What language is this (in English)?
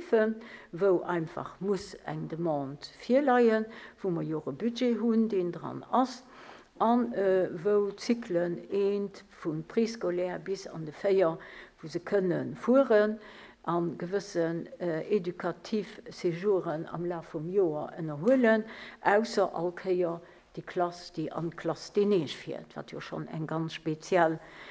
Luxembourgish